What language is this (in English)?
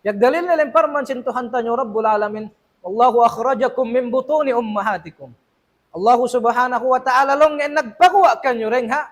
Tausug